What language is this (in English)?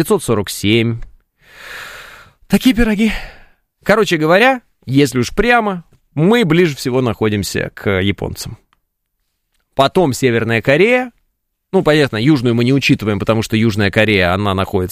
Russian